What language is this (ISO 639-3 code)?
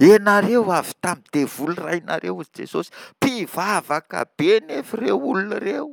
mlg